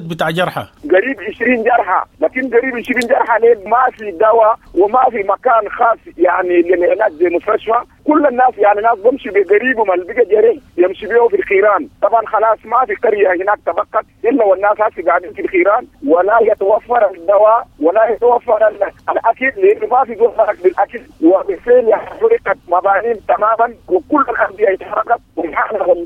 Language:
Sudanese Arabic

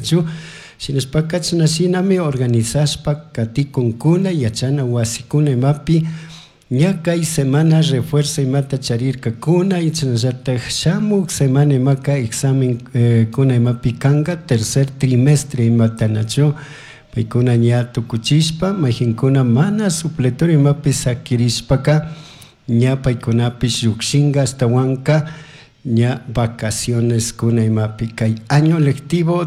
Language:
Chimborazo Highland Quichua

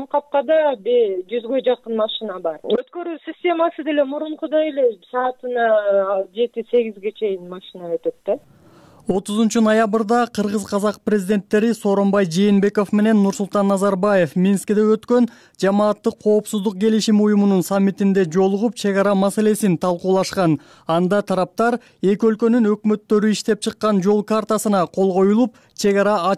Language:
Kyrgyz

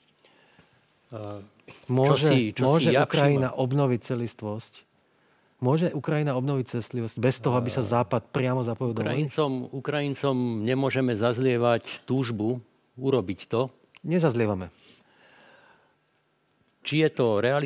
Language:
Slovak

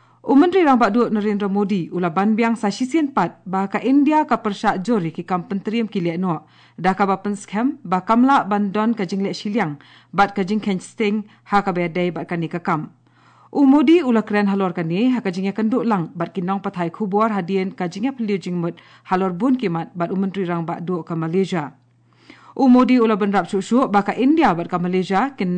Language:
Khasi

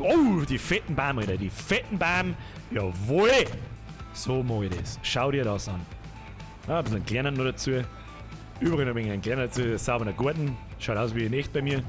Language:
Bavarian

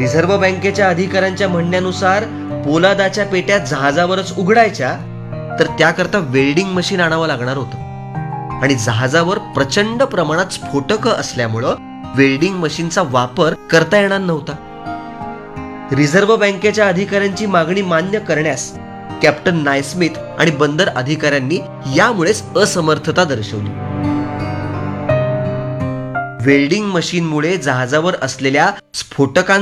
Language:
Marathi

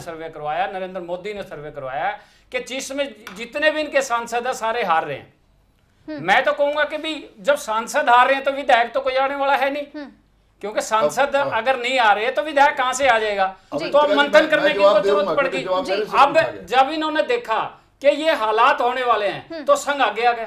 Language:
Hindi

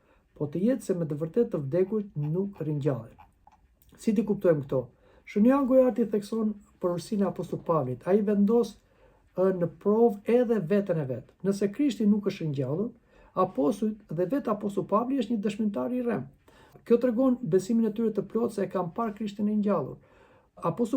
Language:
Albanian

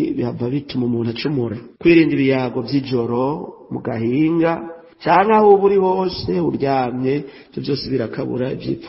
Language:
Rundi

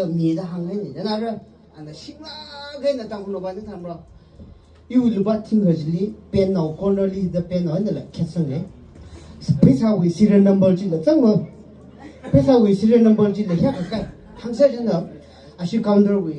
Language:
Tangkhul Naga (India)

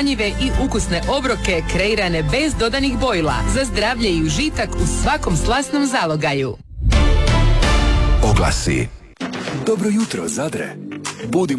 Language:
Croatian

